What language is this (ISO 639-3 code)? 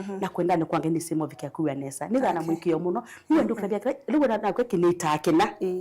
kam